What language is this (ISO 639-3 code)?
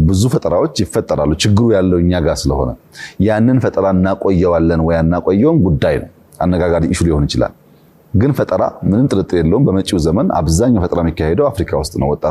amh